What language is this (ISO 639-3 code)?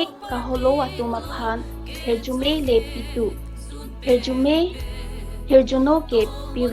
mjw